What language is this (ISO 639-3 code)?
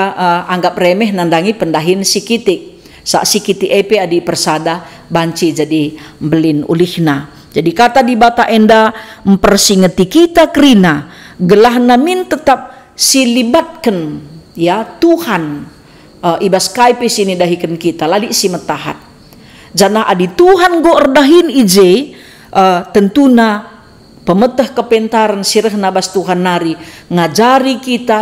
btx